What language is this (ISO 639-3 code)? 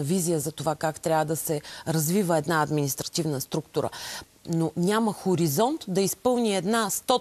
bul